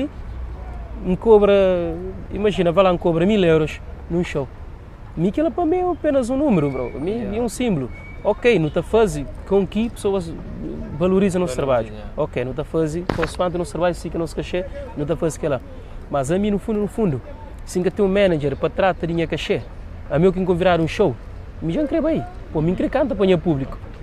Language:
Kabuverdianu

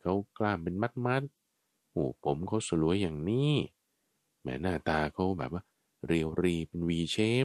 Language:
Thai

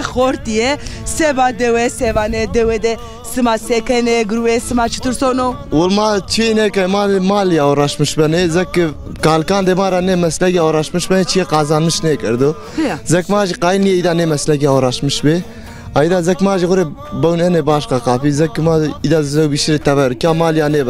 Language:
Zaza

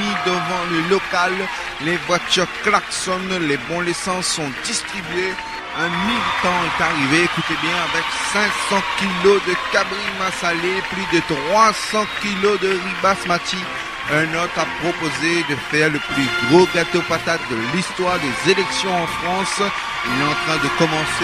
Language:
Réunion Creole French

